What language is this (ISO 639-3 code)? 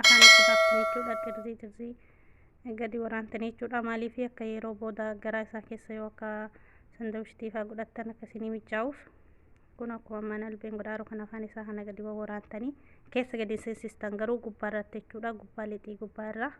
orm